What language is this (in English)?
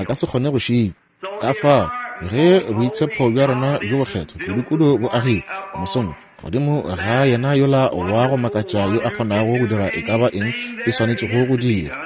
Northern Sotho